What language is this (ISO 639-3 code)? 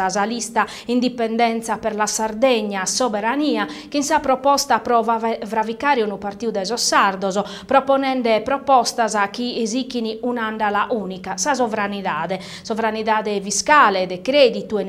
srd